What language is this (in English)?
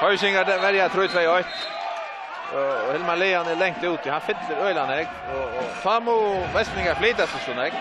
Faroese